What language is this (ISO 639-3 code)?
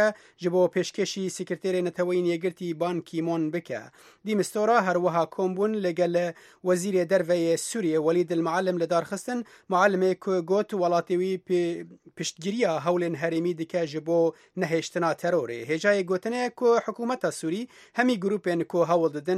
kur